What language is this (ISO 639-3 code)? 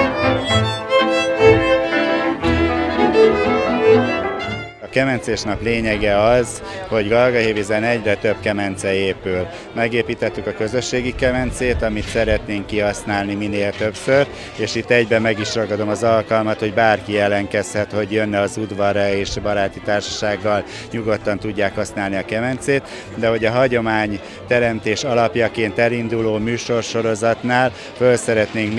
hun